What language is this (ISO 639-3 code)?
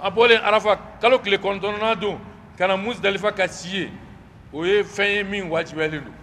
bam